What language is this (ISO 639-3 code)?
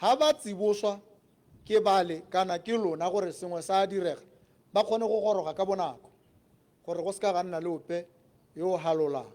tsn